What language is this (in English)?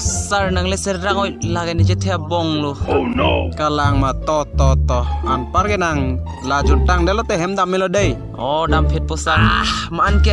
Karbi